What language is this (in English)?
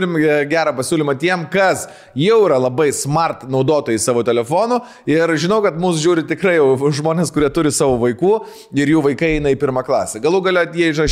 Lithuanian